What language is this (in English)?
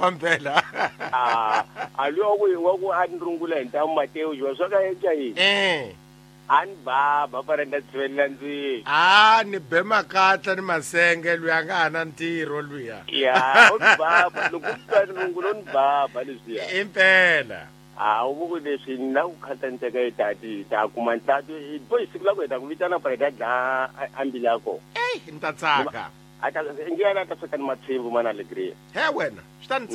Tsonga